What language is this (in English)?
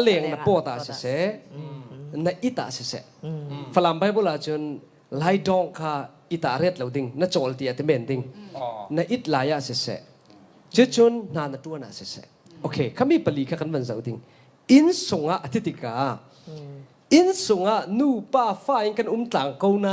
Falam Chin